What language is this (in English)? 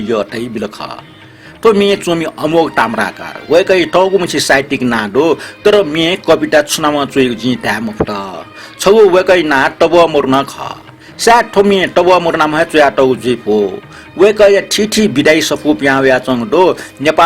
Newari